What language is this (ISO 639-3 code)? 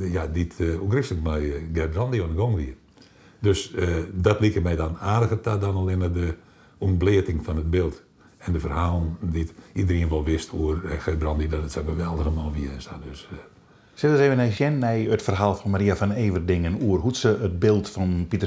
fry